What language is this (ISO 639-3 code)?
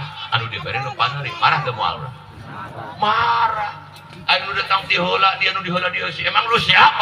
sun